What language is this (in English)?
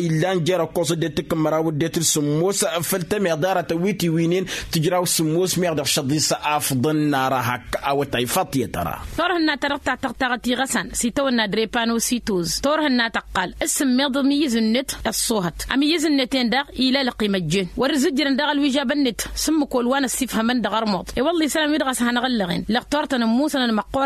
Tamasheq